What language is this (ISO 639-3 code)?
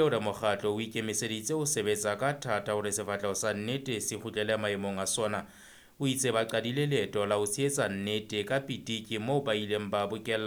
sot